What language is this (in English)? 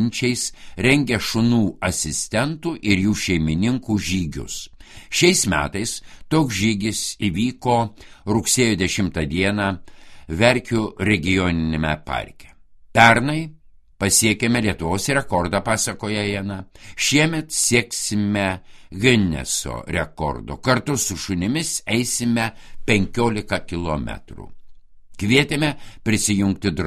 Lithuanian